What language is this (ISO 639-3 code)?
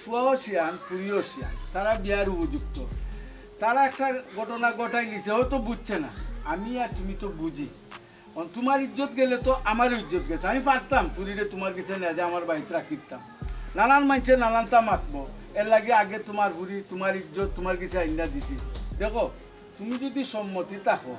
syl